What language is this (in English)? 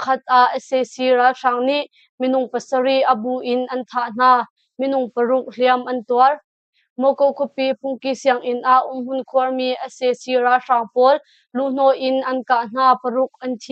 Hakha Chin